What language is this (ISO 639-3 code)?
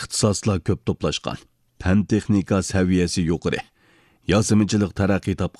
uig